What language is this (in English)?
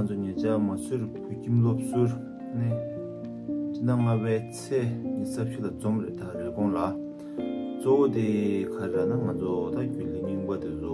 Tibetan